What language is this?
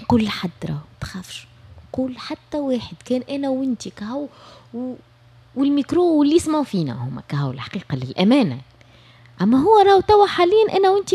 Tunisian Arabic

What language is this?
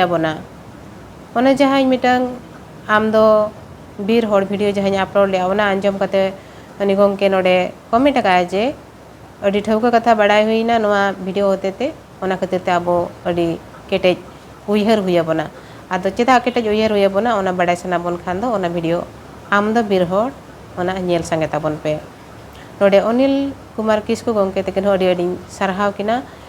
Santali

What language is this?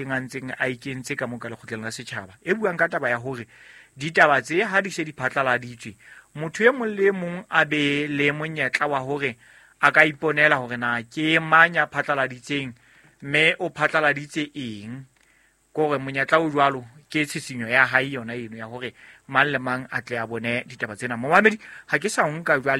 Southern Sotho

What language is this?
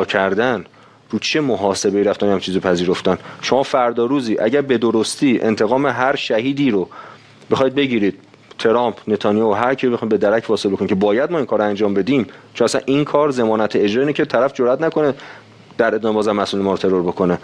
Persian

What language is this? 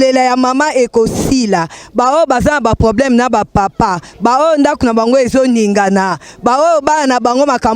Lingala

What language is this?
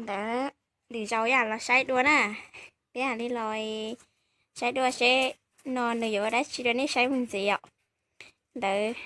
Hmong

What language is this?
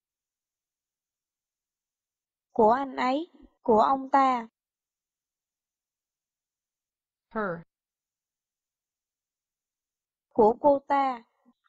Vietnamese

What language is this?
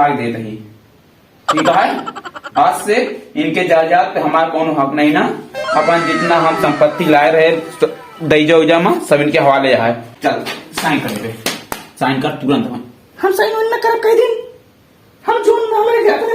Awadhi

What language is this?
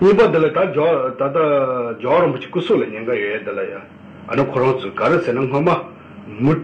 Tibetan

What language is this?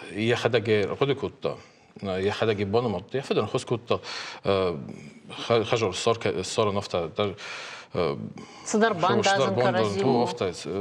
Ossetic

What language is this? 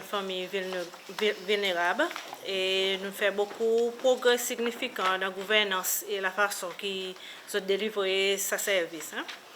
Seselwa Creole French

